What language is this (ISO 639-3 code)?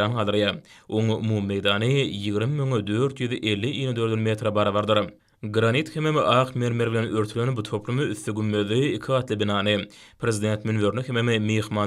tuk